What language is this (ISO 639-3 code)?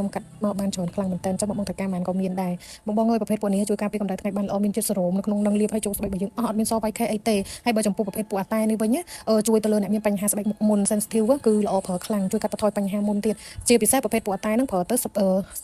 khm